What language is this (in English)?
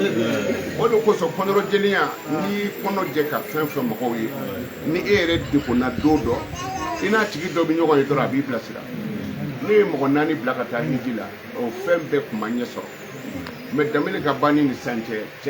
Bambara